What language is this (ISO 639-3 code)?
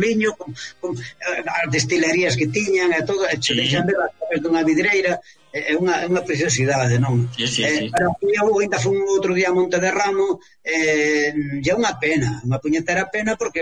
glg